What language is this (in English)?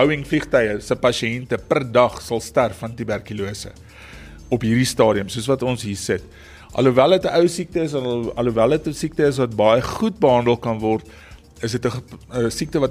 Afrikaans